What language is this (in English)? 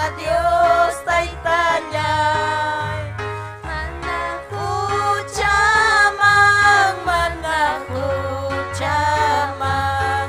Ayacucho Quechua